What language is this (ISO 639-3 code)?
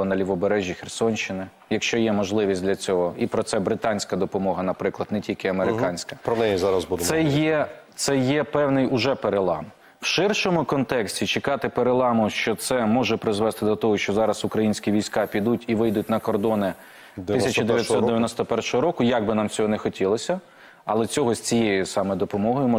ukr